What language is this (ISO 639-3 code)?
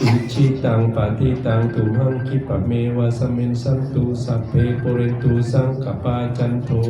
pli